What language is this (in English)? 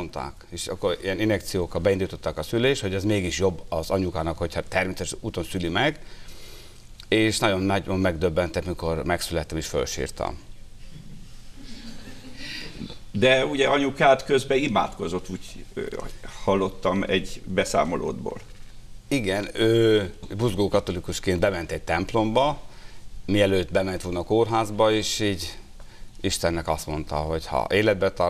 Hungarian